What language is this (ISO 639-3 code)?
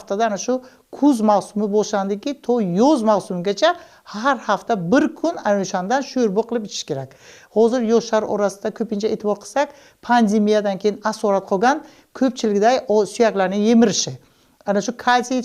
uzb